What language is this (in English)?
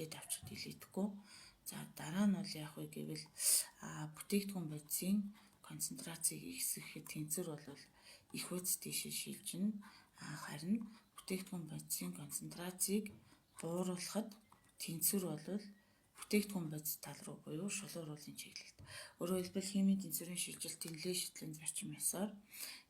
Mongolian